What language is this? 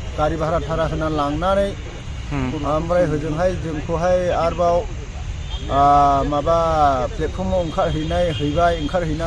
Bodo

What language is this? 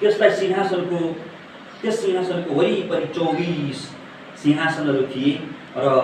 Nepali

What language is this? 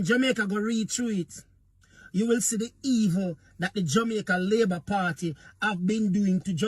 Jamaican Creole English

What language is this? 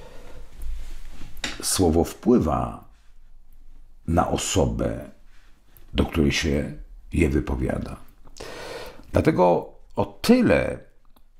Polish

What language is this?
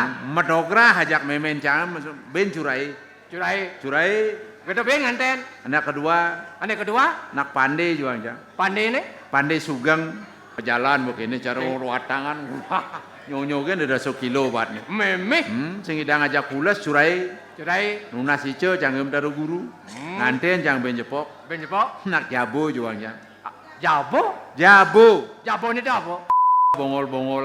Balinese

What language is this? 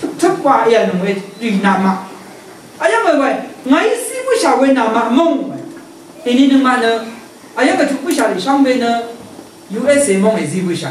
Rawang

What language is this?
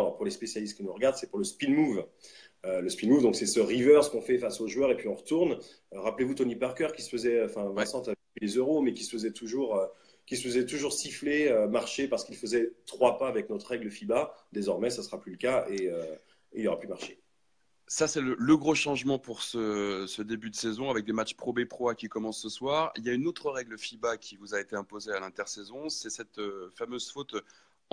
French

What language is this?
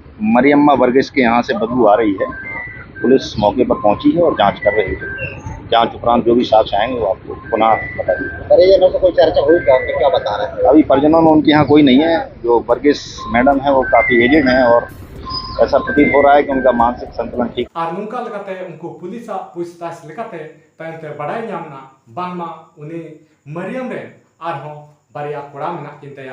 Santali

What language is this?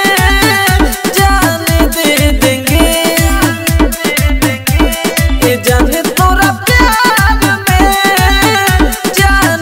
Bhojpuri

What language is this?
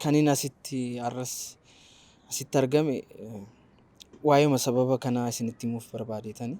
Oromo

